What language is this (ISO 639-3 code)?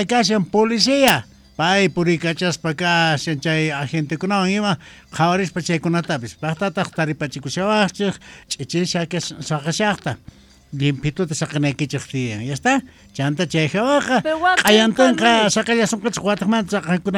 quh